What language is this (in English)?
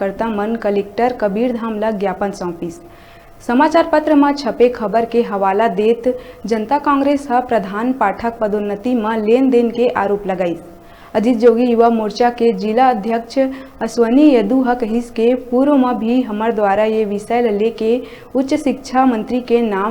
Chhattisgarhi